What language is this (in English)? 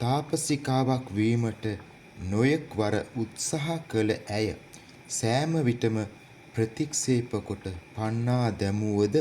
Sinhala